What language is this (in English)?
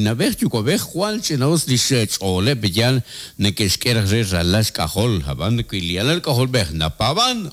Kekchí